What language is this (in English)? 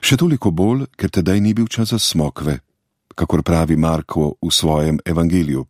Slovenian